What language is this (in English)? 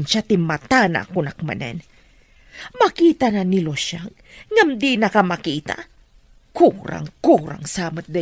Iloko